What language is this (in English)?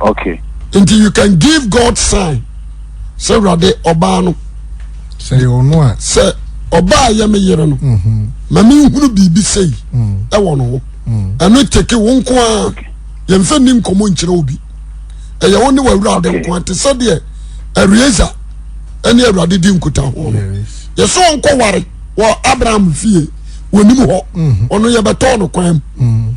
Akan